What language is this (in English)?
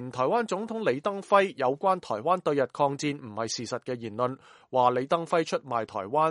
Cantonese